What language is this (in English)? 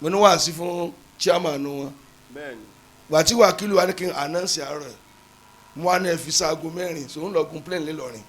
Yoruba